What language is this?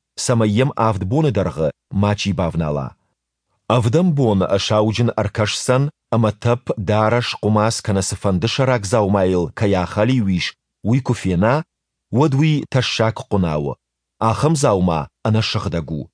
Ossetic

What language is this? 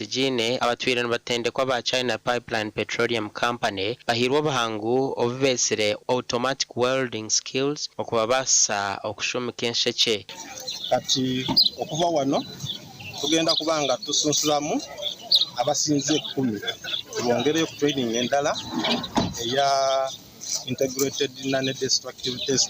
Nyankole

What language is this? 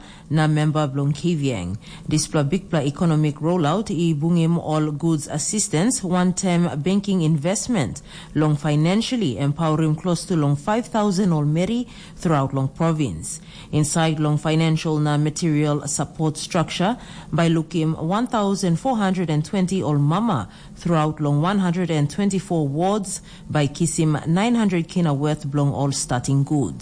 Tok Pisin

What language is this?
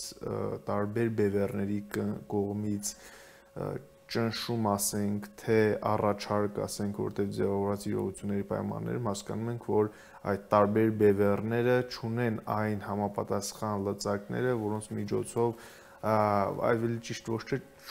Armenian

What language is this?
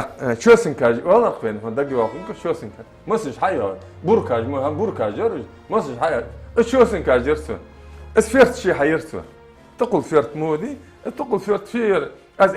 Ingush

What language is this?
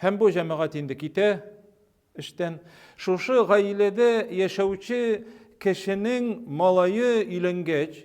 Tatar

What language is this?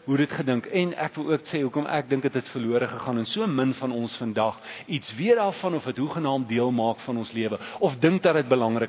Afrikaans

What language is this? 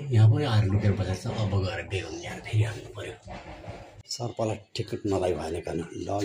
Nepali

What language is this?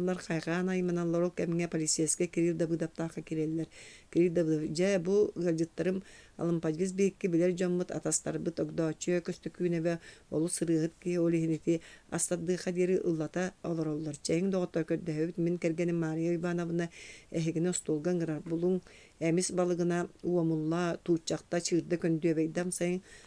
Yakut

